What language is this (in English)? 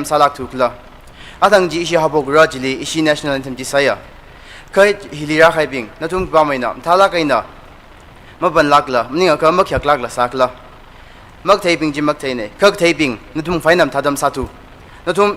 Tangkhul Naga (India)